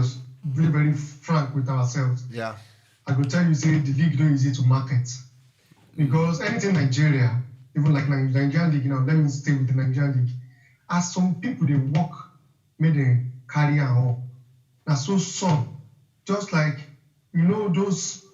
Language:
Nigerian Pidgin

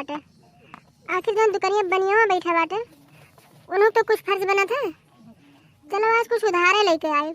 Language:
Awadhi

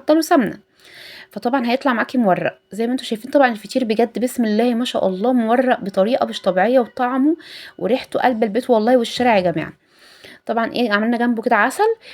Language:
Egyptian Arabic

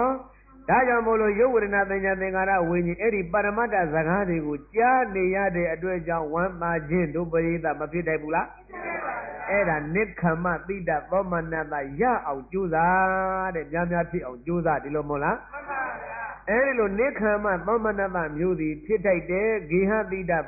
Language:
Burmese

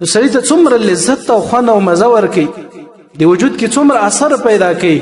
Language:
Pashto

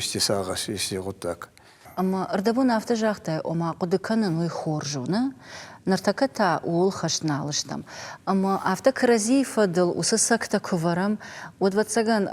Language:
Ossetic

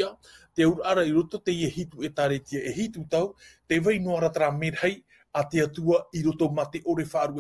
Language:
Tahitian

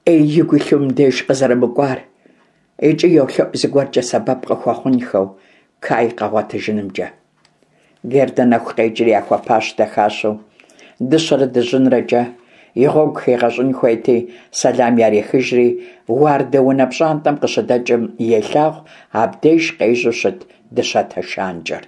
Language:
Kabardian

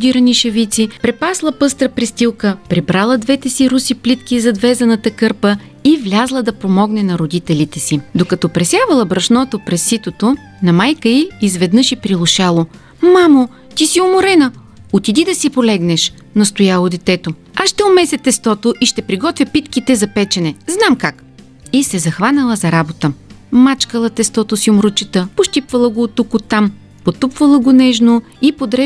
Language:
Bulgarian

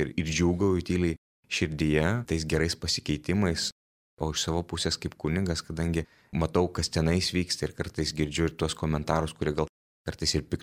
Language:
Lithuanian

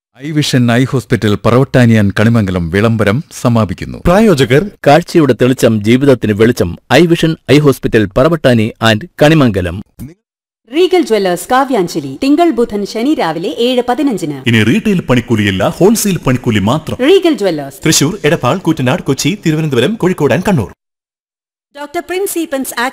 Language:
Malayalam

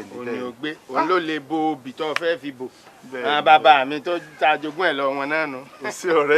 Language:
Yoruba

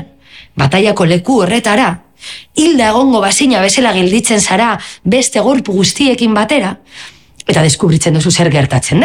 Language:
Basque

